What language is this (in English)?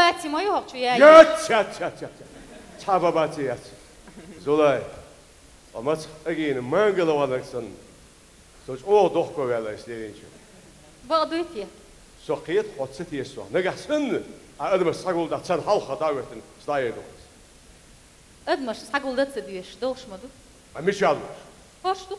Chechen